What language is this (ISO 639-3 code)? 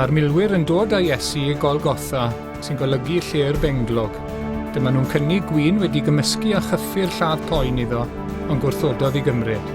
cym